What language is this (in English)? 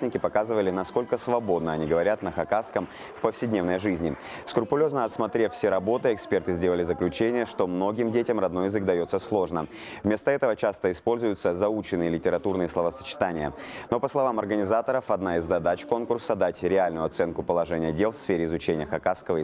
Khakas